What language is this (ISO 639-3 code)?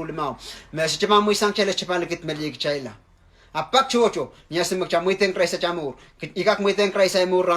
pon